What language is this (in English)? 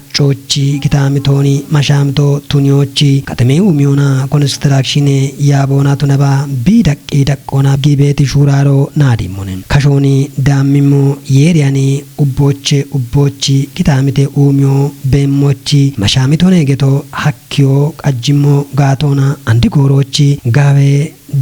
Kafa